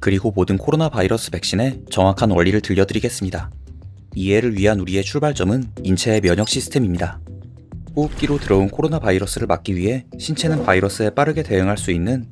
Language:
Korean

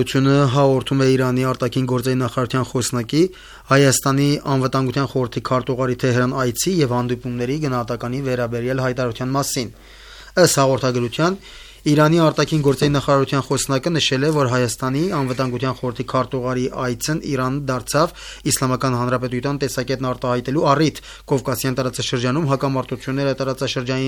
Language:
Armenian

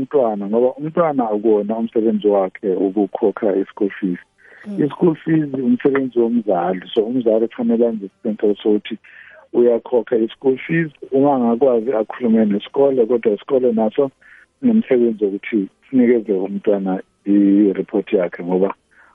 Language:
South Ndebele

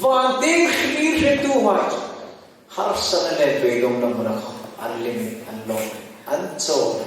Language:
Hmar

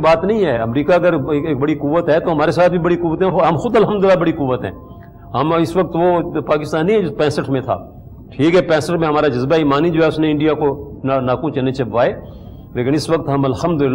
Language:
Urdu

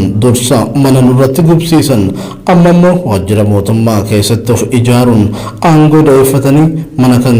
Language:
Oromo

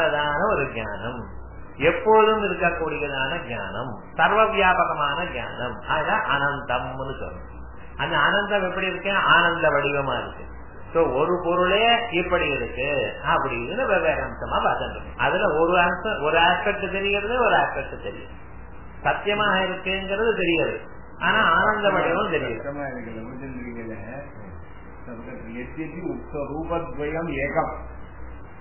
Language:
Tamil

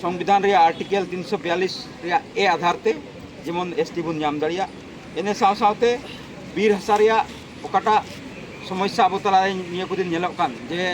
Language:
Santali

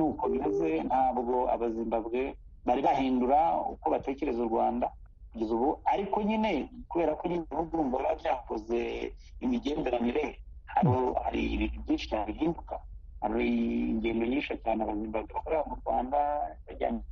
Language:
Kinyarwanda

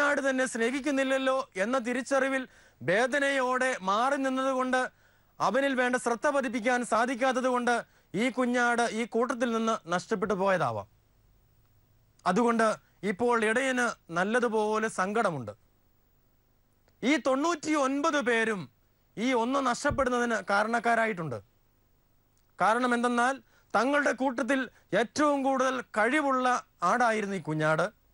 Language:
Malayalam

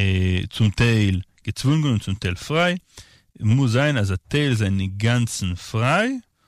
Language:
Yiddish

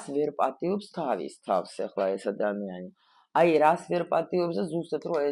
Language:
Georgian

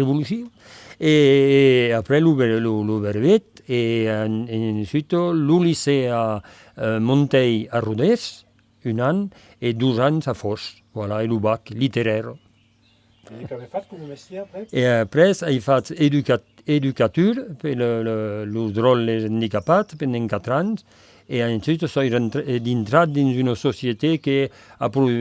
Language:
Occitan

